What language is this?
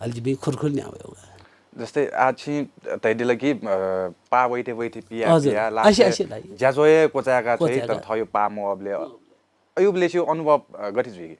Newari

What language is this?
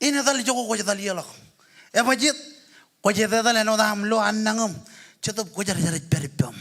Marshallese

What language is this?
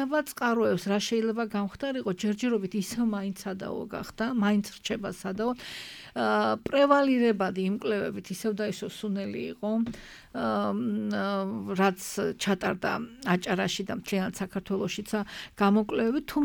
Georgian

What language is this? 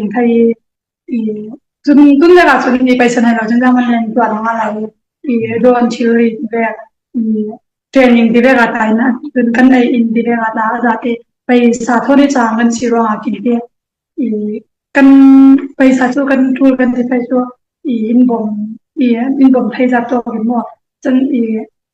Falam Chin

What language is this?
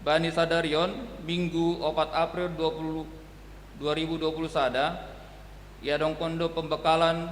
Batak Simalungun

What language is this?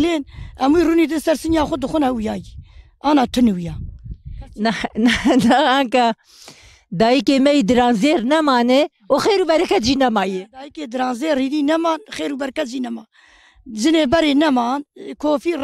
Kurdish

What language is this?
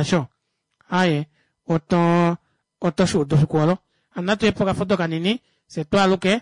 Kuanyama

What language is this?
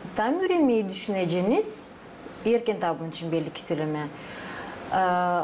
Gagauz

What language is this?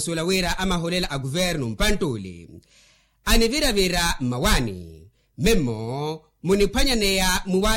Makhuwa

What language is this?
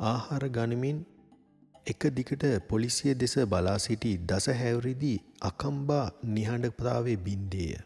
Sinhala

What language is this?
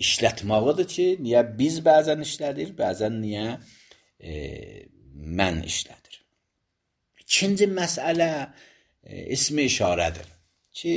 Azerbaijani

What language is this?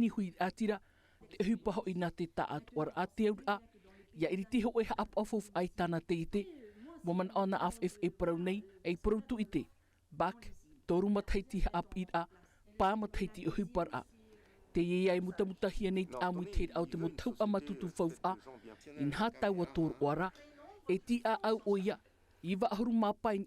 Tahitian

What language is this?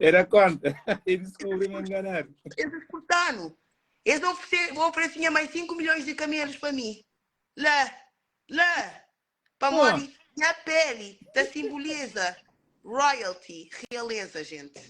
Kabuverdianu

